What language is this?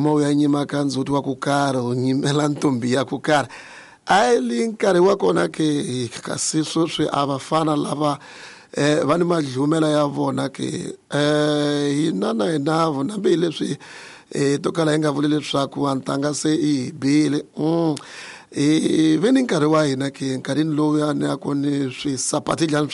Tsonga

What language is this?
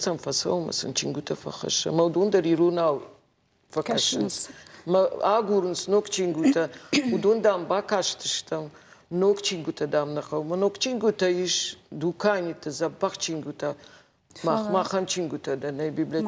Ossetic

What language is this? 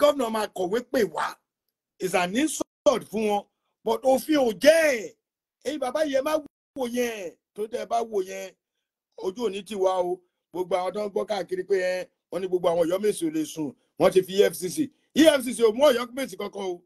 Yoruba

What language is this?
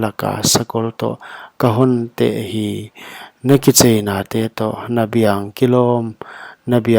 Paite Chin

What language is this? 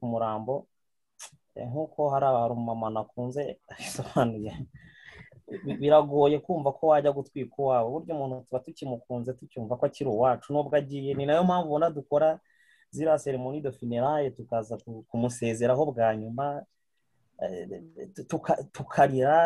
Kinyarwanda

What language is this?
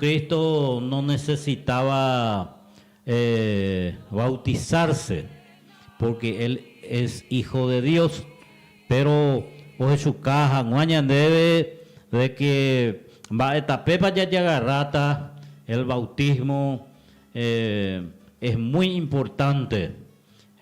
Guarani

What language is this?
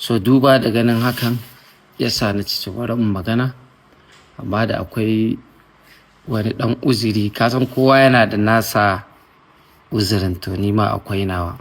Hausa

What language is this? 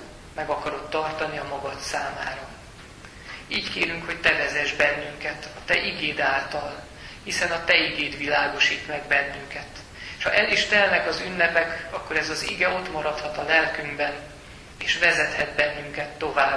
Hungarian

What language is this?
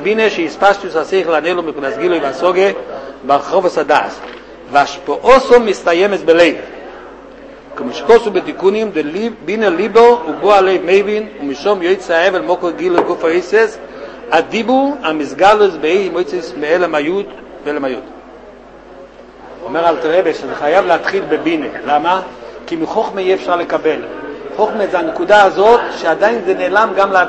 Hebrew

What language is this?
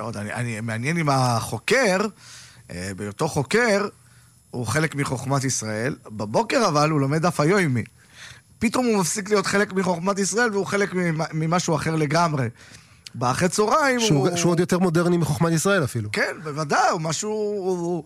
Hebrew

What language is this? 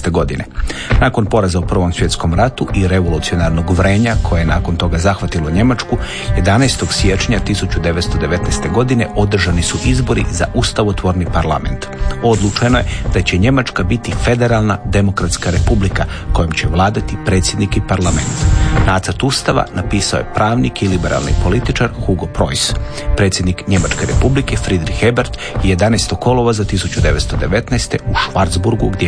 Croatian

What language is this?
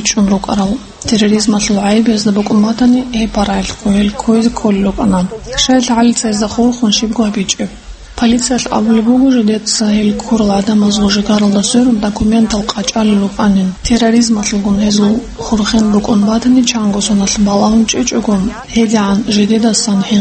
Avaric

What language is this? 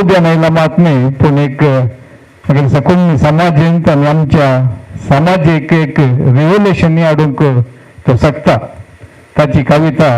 Konkani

